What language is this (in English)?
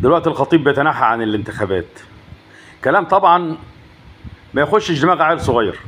Egyptian Arabic